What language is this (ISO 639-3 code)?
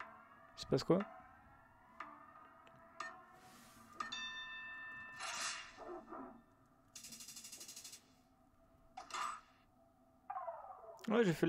fra